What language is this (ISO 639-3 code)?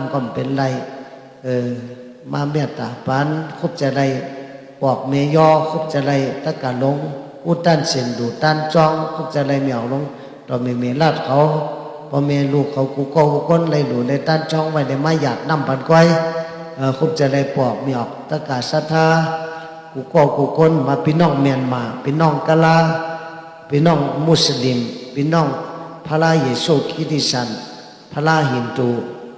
shn